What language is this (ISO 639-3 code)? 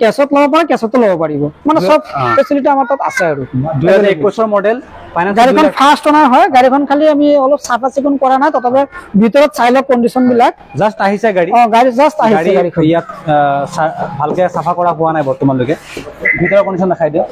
asm